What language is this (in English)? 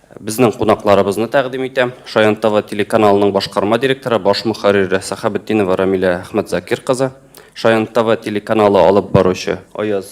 Tatar